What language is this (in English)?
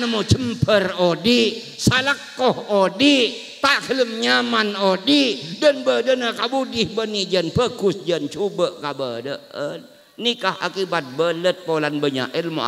Madurese